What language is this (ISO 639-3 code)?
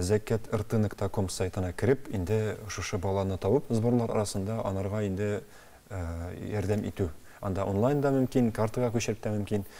tat